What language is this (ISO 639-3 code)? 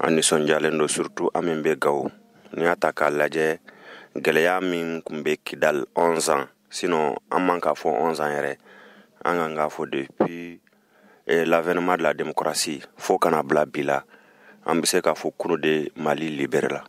bam